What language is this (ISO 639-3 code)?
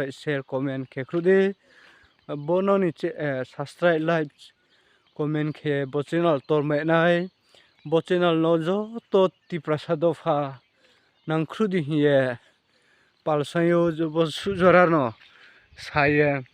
ria